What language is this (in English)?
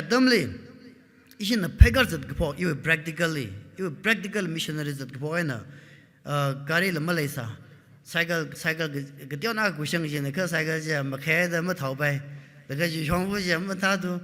Tangkhul Naga (India)